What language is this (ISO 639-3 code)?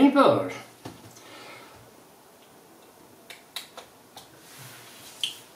swe